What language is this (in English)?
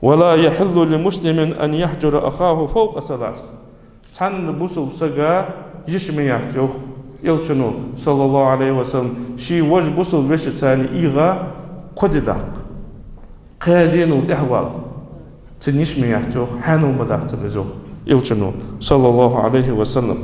Ingush